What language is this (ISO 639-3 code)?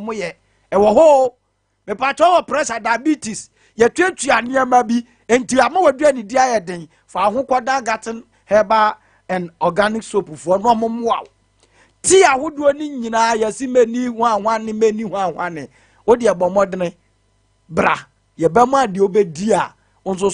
aka